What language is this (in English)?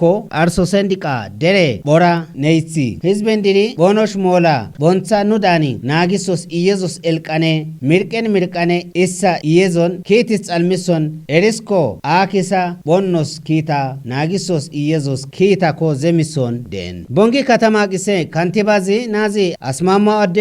Kafa